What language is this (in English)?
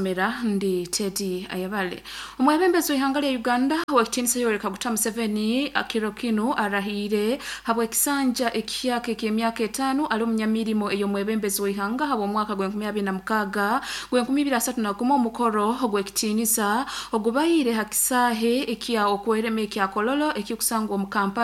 Nyoro